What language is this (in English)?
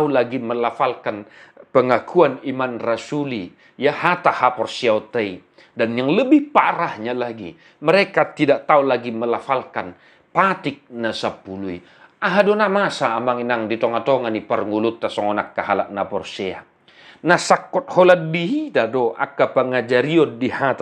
Batak Toba